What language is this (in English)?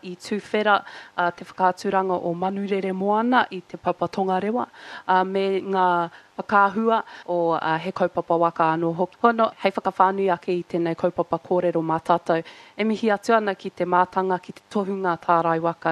Māori